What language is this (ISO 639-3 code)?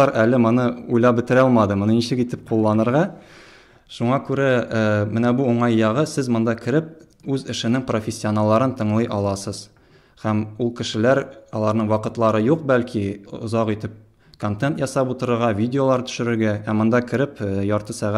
tat